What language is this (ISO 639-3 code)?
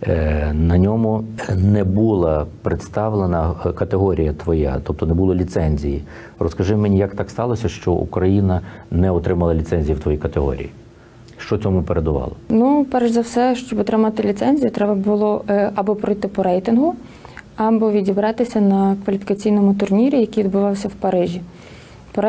ukr